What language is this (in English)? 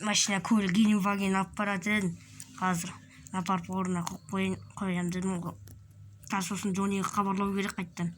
Kazakh